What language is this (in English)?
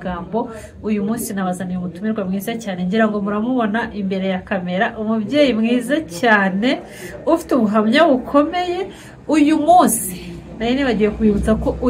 Kinyarwanda